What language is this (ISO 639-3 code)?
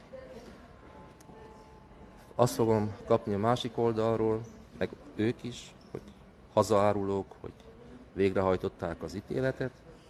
hun